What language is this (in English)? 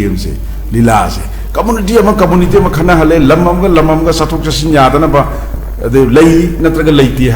Manipuri